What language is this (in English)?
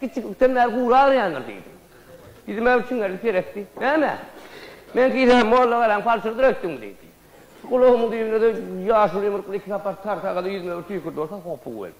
Turkmen